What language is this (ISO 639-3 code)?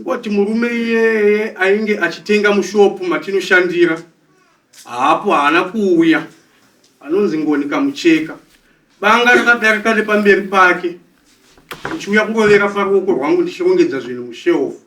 sna